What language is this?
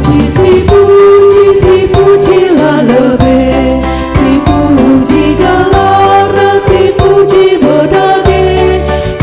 Batak Karo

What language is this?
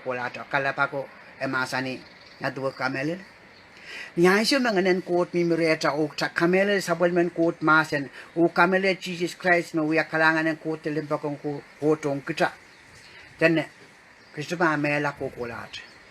Pohnpeian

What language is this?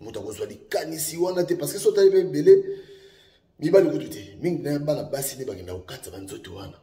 Lingala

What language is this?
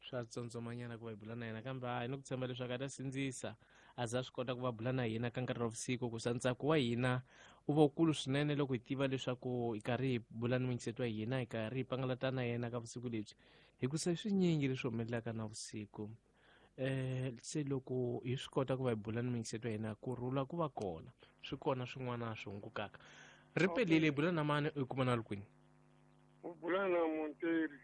Tsonga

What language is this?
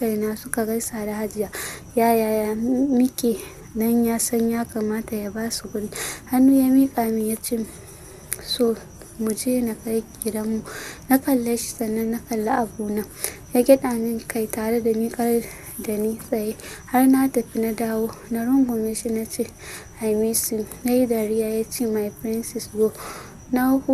Hausa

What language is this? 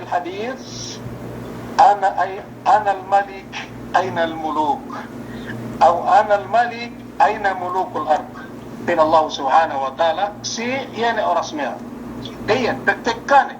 Yakan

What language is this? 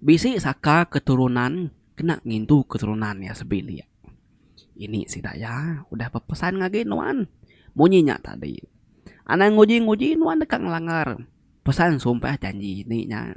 Iban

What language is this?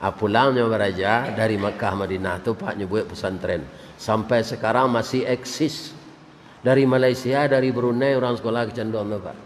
Minangkabau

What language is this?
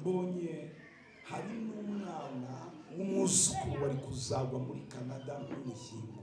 Kinyarwanda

